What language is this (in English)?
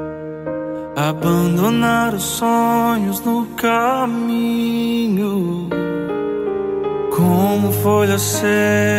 Portuguese